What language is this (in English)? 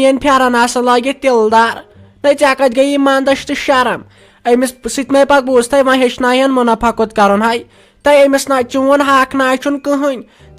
Kashmiri